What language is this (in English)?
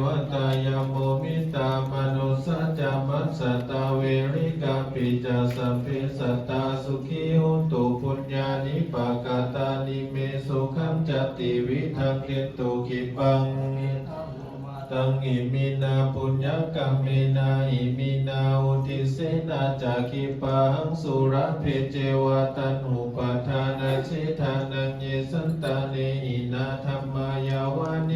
Pali